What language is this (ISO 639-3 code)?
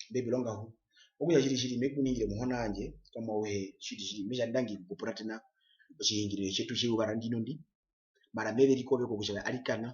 her